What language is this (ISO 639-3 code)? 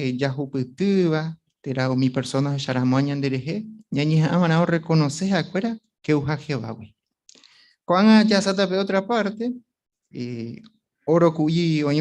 grn